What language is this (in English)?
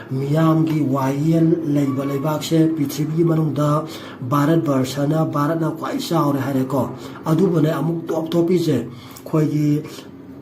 Manipuri